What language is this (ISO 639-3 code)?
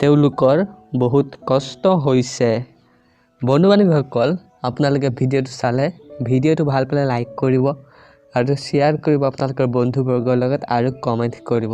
asm